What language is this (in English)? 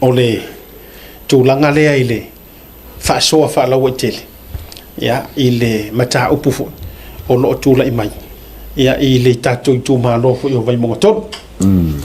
Samoan